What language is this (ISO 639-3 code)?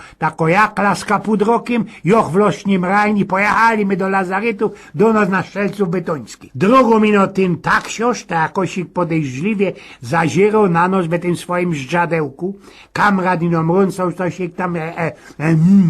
szl